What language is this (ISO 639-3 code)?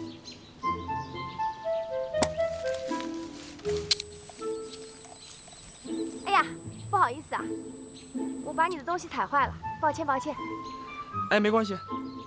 zho